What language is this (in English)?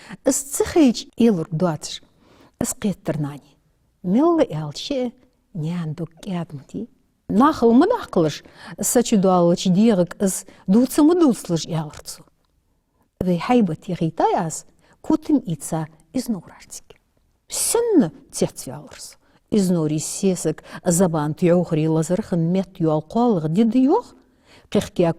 Ingush